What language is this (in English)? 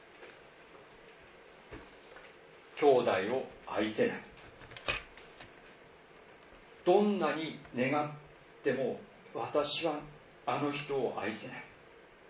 Japanese